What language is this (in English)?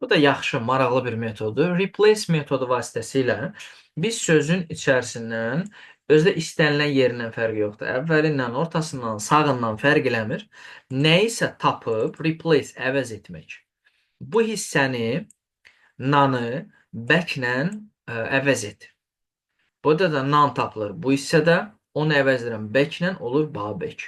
Azerbaijani